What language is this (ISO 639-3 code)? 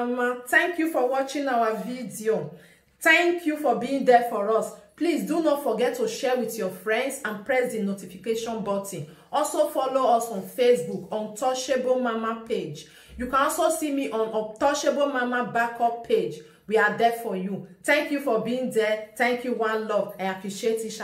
pcm